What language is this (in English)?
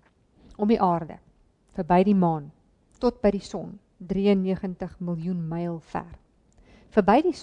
Afrikaans